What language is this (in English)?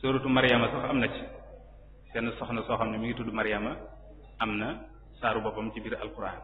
Wolof